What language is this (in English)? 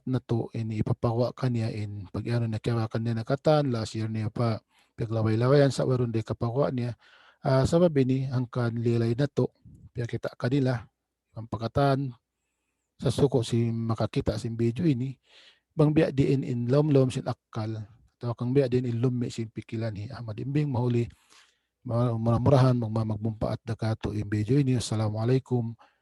Tausug